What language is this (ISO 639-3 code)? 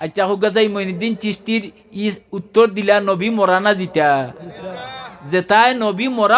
syl